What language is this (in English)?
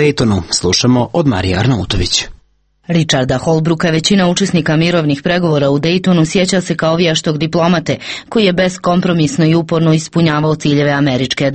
Serbian